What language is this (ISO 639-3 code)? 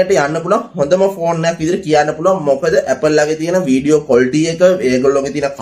sin